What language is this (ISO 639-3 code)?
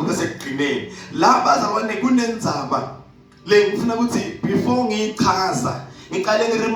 zul